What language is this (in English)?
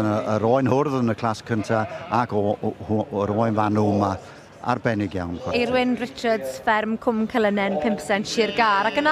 Welsh